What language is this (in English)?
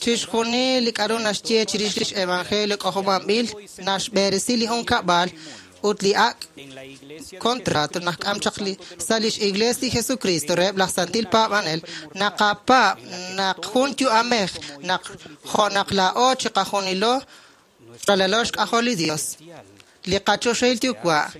Kekchí